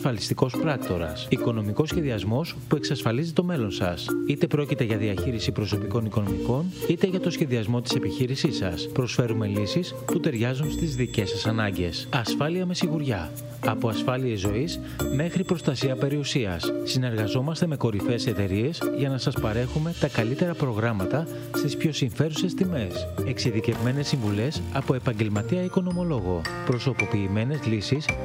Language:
Greek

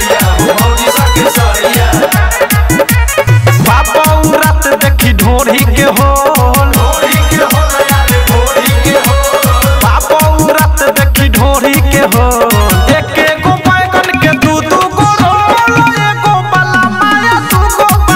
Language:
Bhojpuri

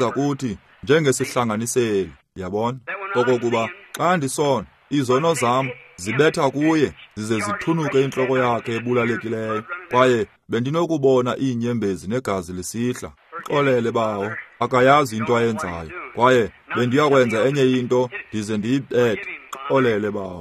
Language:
Xhosa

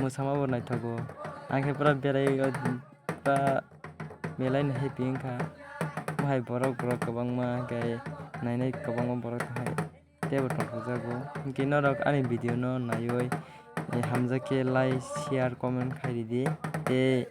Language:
Kok Borok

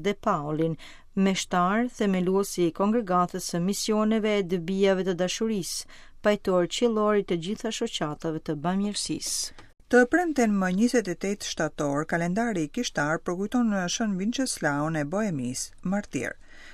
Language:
Albanian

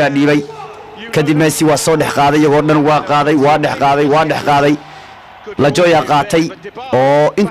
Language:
Somali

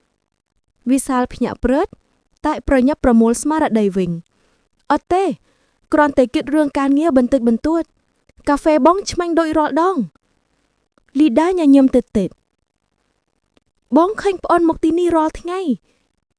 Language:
Khmer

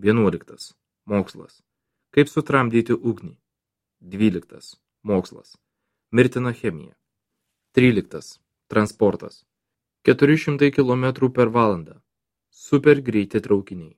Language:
Lithuanian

